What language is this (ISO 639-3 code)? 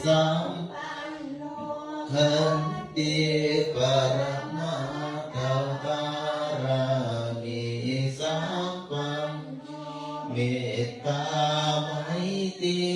pli